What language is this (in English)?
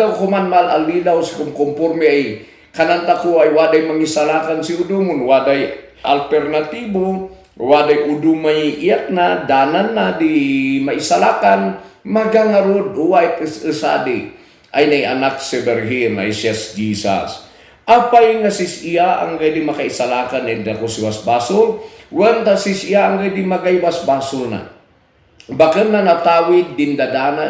Kankanaey